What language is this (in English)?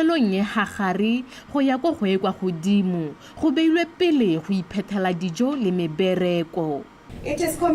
Tswana